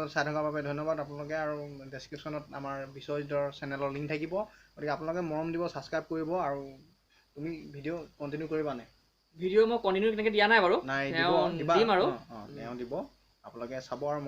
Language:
Assamese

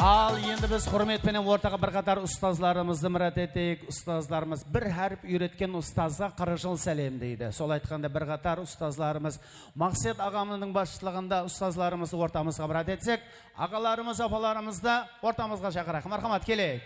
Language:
Kara-Kalpak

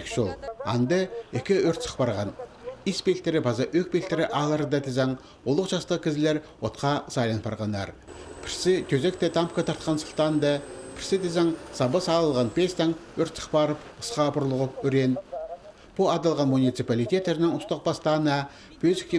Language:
Khakas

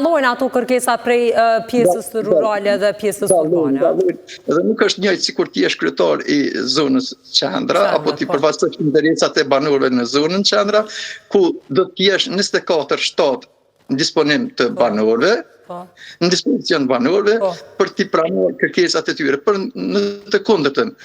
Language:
Albanian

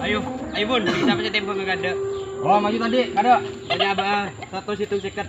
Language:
Madurese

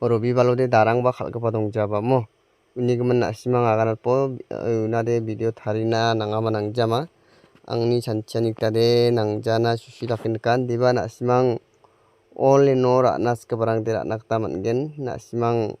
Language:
Garo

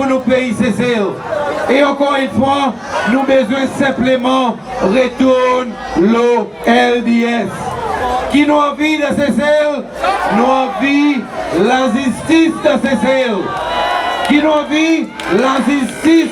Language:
Seselwa Creole French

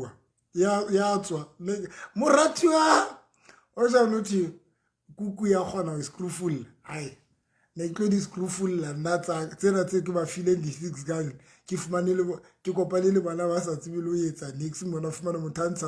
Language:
Southern Sotho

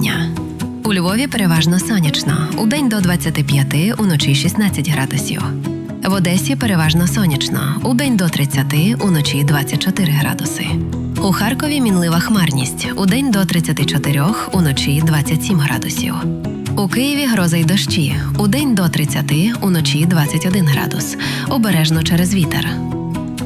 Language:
Ukrainian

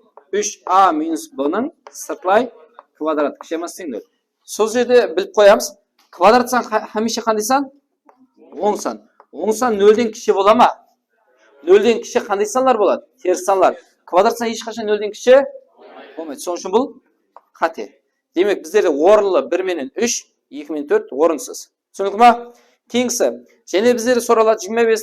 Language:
Kara-Kalpak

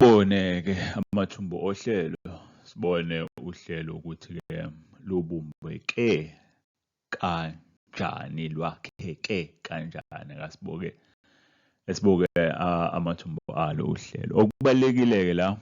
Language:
Zulu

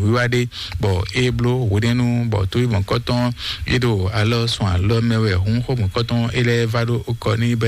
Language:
Fon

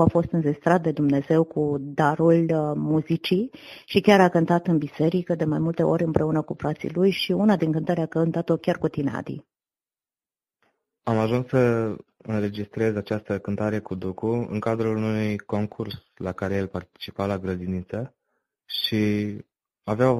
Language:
Romanian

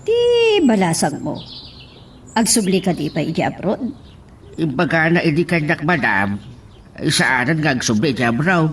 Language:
Iloko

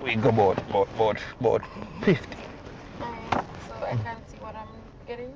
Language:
Jamaican Creole English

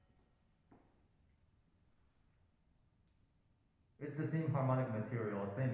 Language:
English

